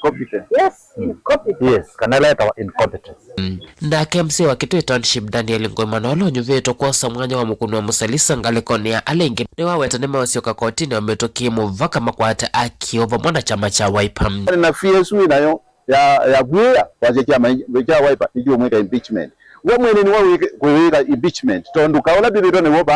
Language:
Kamba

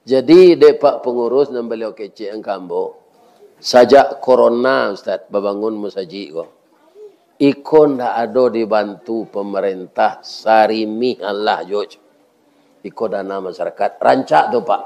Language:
Minangkabau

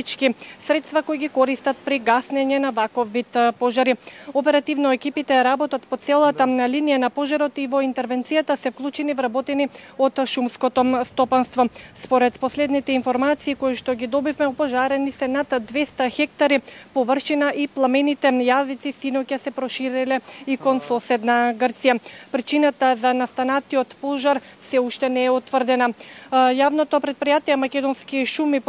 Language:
Macedonian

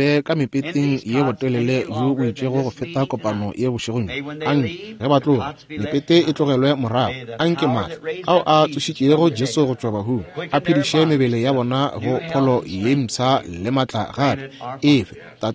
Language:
Northern Sotho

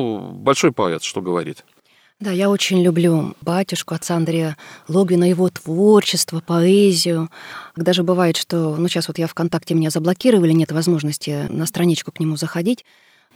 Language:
Russian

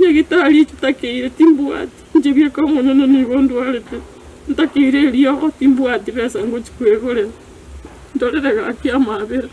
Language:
Gusii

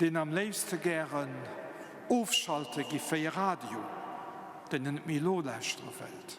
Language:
Luxembourgish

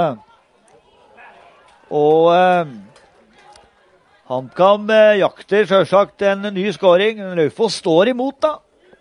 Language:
Norwegian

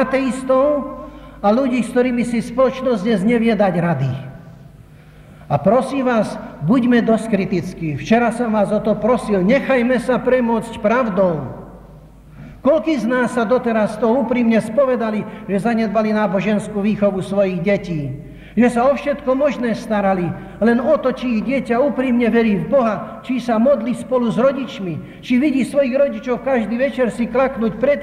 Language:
Slovak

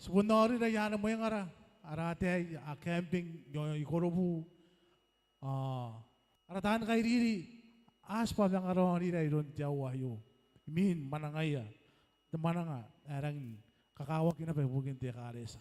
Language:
Gilbertese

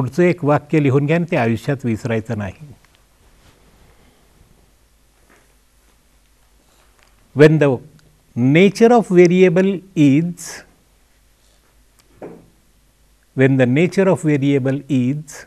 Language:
Marathi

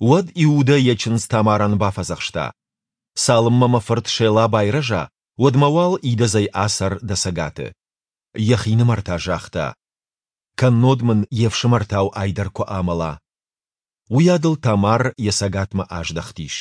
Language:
Ossetic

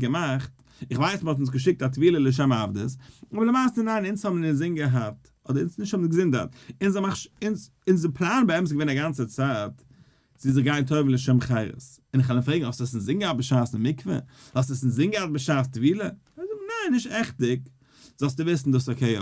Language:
Yiddish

